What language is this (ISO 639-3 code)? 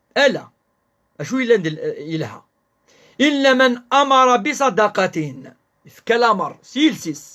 kab